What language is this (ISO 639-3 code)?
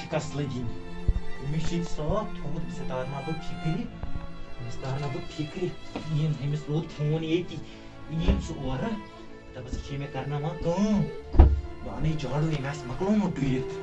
kas